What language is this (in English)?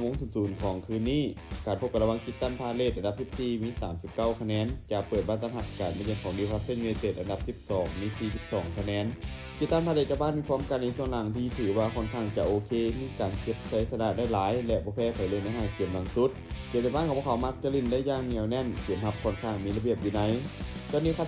Lao